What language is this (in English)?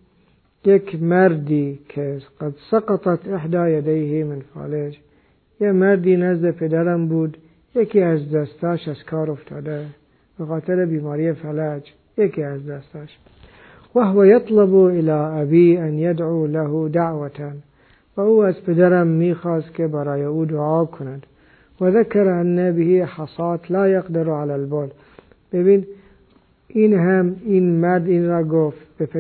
Persian